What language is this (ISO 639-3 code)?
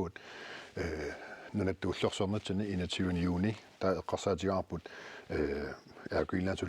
kal